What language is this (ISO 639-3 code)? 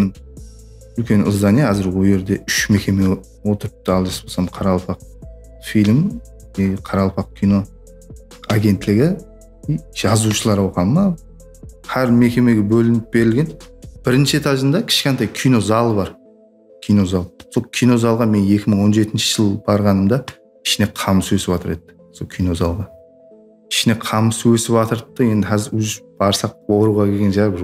kaa